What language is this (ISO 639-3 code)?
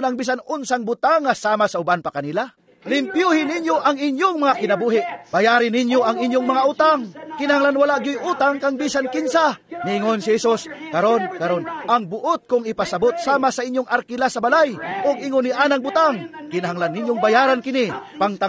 ceb